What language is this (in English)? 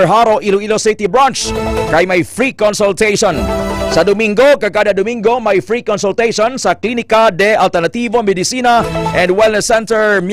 Hiligaynon